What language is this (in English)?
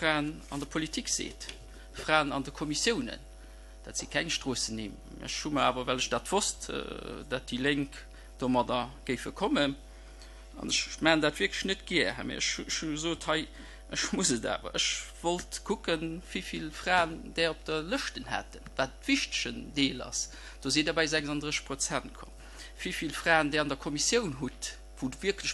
Luxembourgish